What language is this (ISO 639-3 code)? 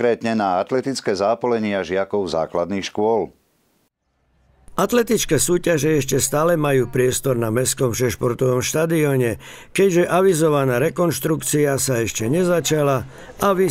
slk